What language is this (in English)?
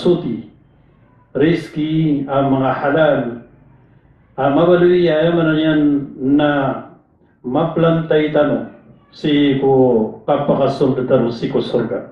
Maranao